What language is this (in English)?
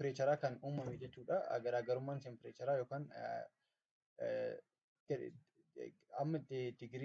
Oromo